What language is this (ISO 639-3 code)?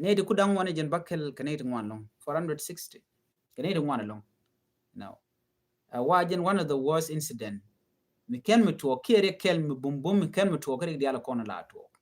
nus